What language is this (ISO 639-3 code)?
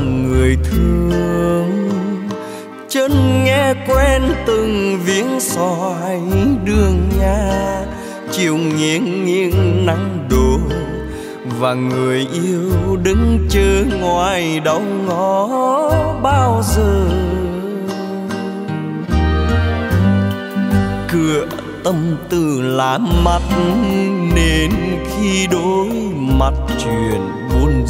vie